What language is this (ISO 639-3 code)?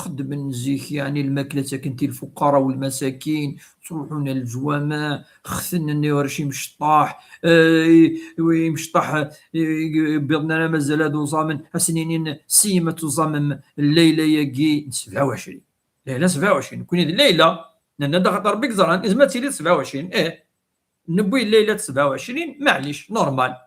kab